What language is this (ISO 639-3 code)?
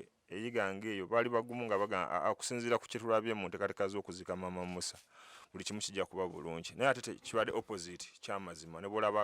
lug